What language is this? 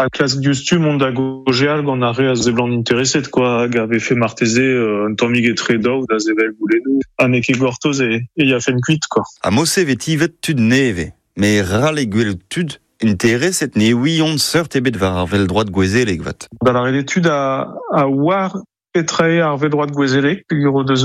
Breton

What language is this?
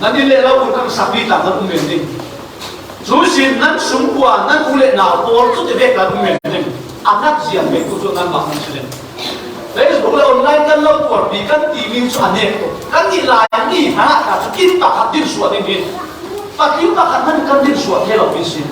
Falam Chin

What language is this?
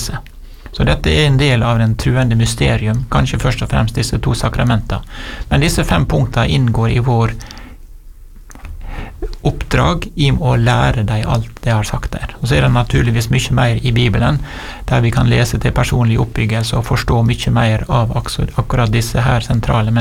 Norwegian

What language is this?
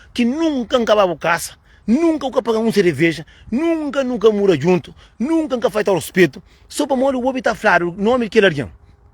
Kabuverdianu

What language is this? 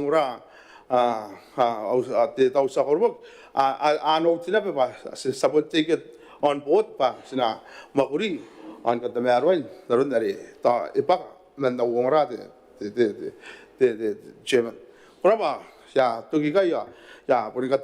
Gilbertese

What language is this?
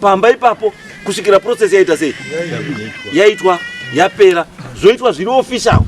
Shona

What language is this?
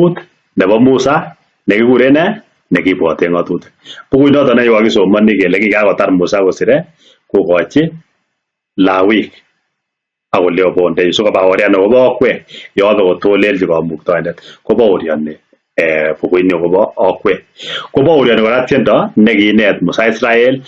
Kalenjin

